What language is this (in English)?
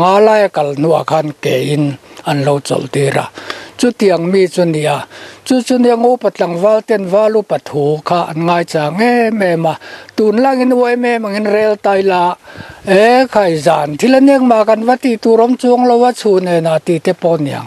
Mizo